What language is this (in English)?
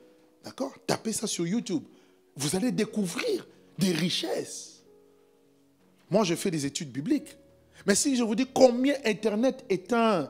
French